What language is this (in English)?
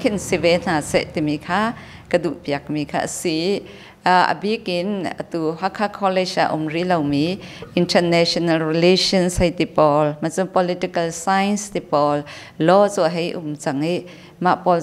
Hakha Chin